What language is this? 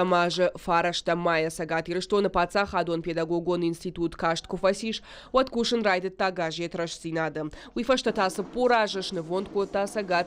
Ossetic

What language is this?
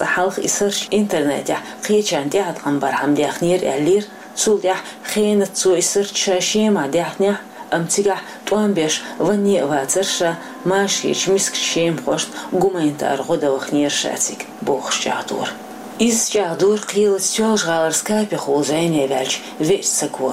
Chechen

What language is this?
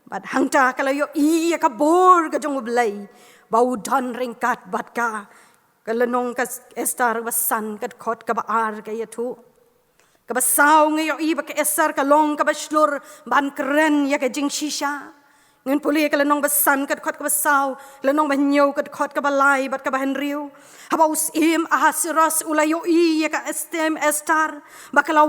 Khasi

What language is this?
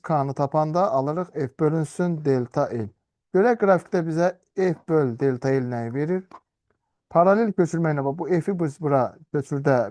Azerbaijani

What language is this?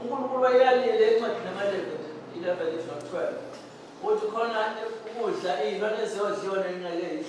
Zulu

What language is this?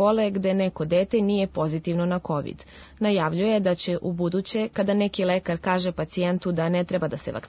Serbian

